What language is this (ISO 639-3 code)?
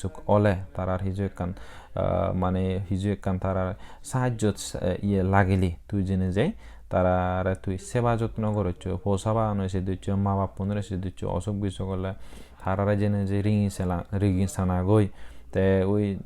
ccp